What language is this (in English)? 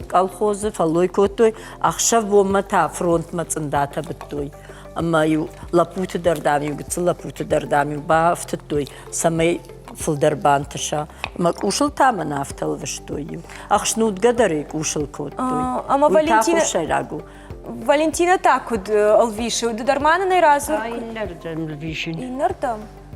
Ossetic